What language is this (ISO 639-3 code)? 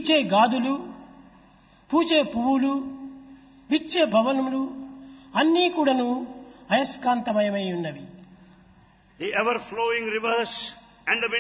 tel